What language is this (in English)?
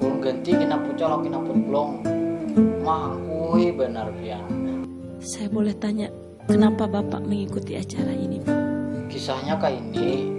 Banjar